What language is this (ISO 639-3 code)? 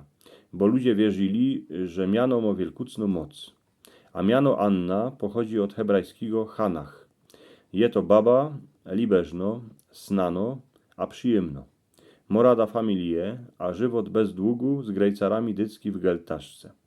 szl